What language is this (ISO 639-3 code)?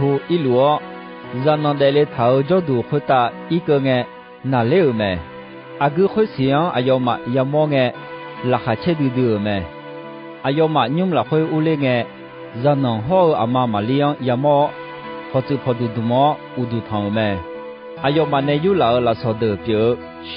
ahk